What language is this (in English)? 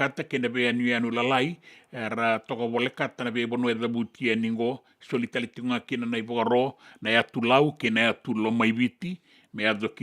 Fijian